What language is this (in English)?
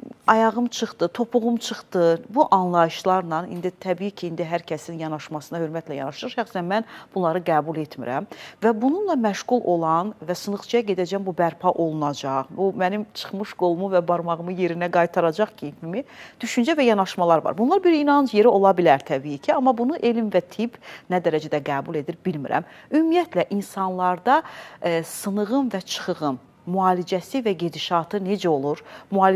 Azerbaijani